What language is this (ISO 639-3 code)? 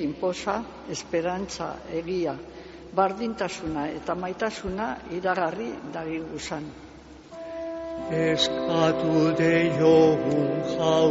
eus